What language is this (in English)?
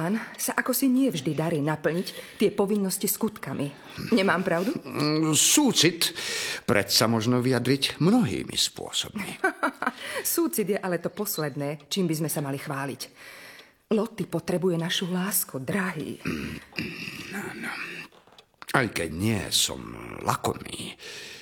Slovak